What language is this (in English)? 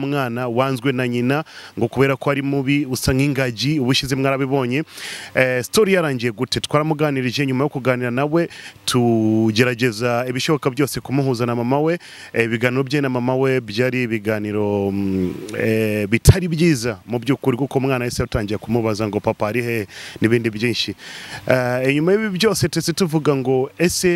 Kinyarwanda